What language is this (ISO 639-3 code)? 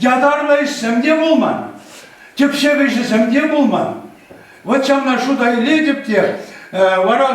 chv